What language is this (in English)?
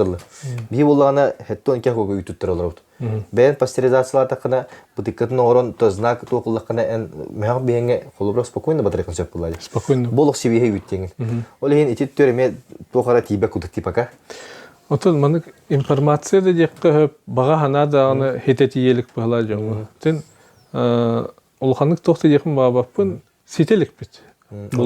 Yakut